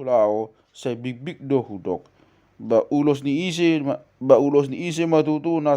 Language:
Batak Toba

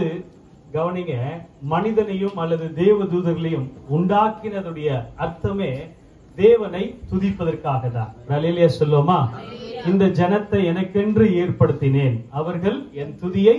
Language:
Tamil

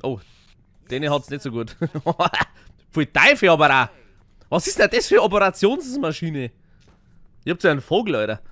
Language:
Bavarian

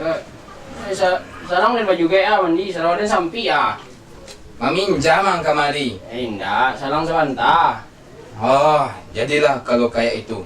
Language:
Minangkabau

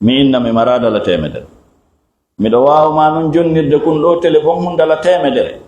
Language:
Fula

